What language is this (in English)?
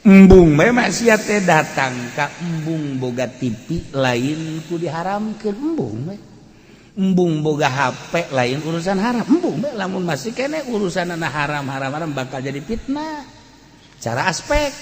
Sundanese